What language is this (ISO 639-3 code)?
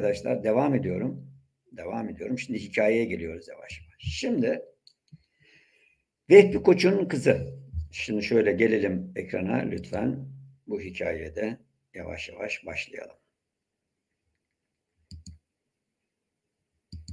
tur